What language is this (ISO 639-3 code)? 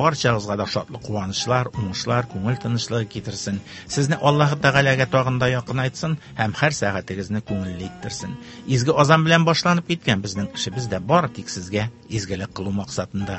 tat